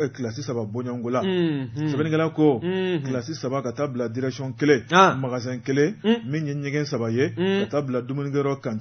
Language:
Bambara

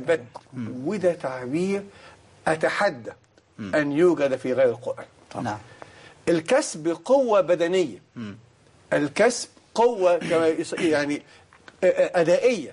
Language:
Egyptian Arabic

